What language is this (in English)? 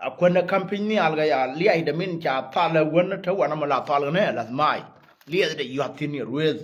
Nuer